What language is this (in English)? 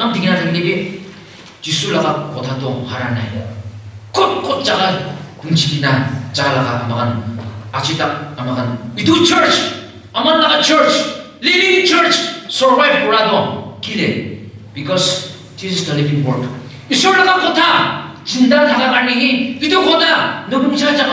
Naga Pidgin